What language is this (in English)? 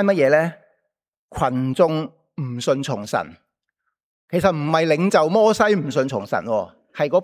Cantonese